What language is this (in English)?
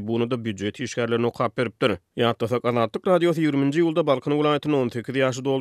Turkmen